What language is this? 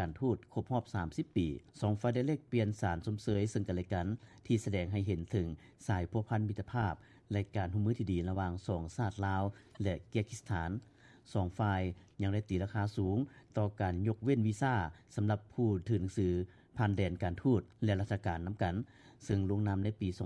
Lao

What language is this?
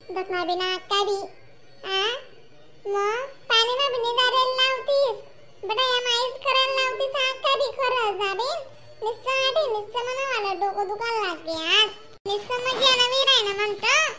Khandesi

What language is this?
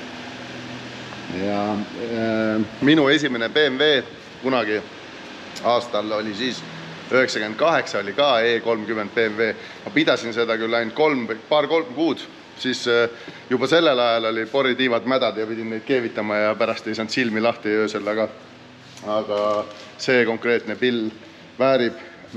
Estonian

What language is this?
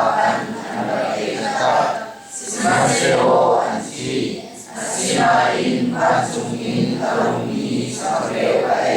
Hakha Chin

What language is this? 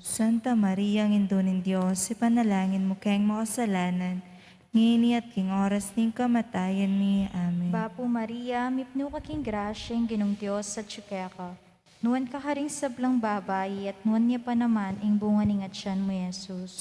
Pampanga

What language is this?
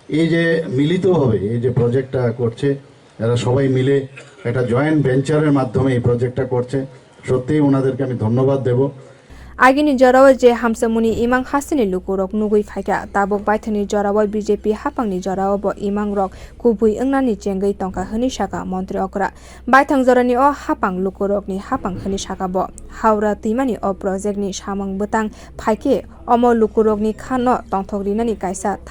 Kok Borok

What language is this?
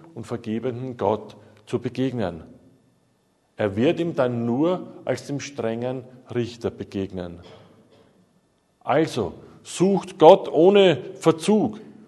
German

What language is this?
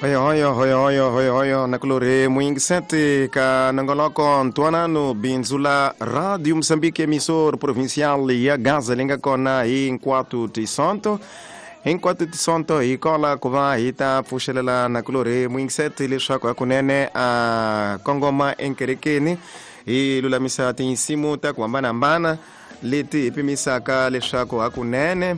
Tsonga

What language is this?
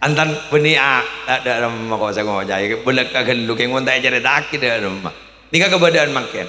Madurese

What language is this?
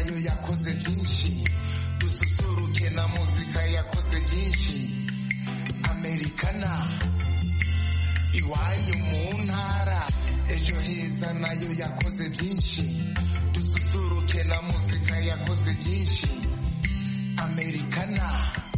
Kinyarwanda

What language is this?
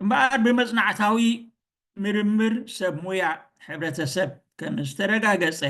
Tigrinya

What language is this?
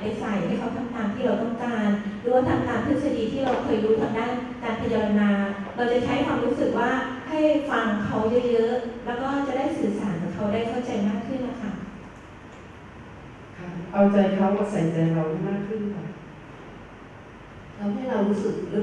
Thai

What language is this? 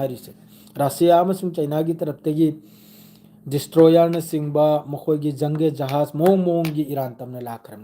Manipuri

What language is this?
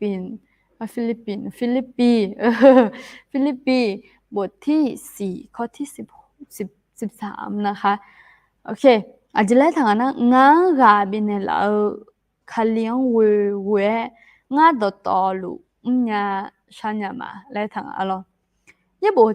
Akha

